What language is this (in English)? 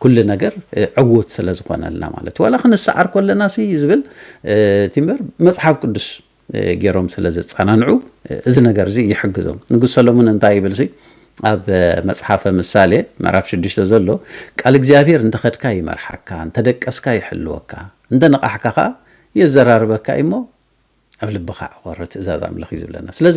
Tigrinya